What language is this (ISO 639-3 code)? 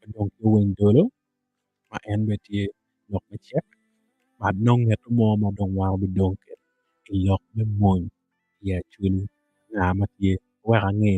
ach